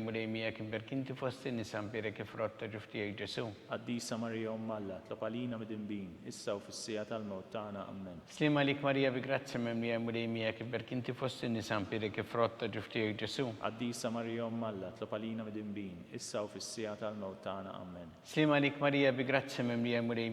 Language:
Maltese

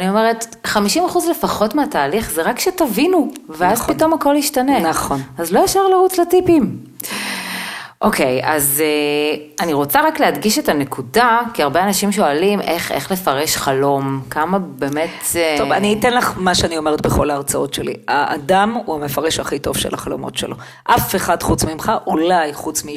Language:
Hebrew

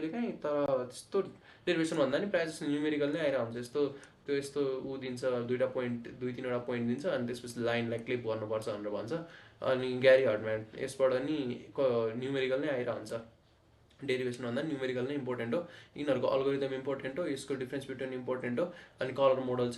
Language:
Nepali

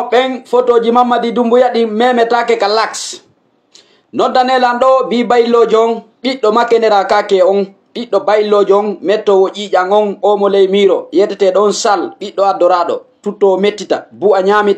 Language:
Fula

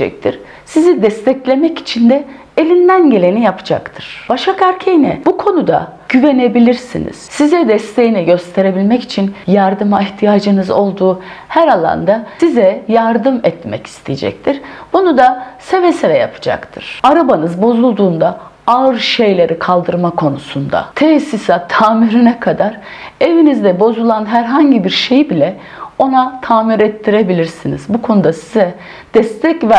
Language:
Turkish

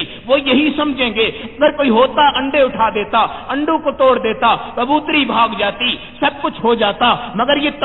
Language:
Urdu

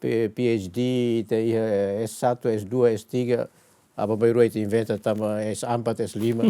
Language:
Tetum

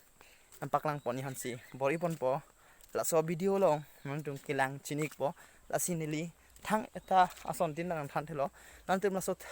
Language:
Karbi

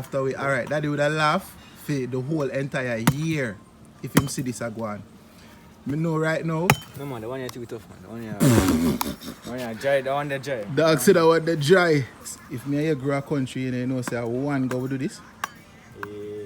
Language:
Jamaican Creole English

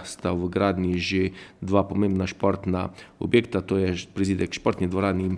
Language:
Slovenian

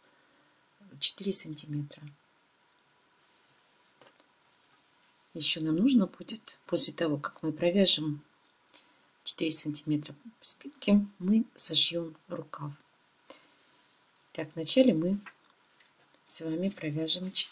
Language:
Russian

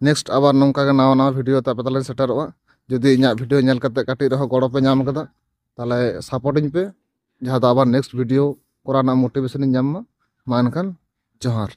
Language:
Santali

